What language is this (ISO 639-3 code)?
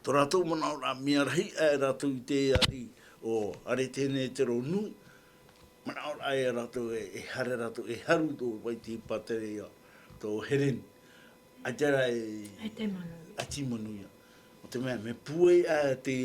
tah